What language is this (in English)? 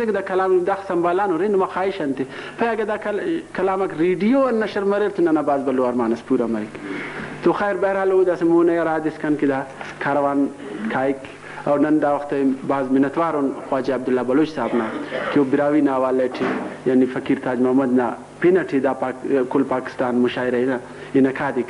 Brahui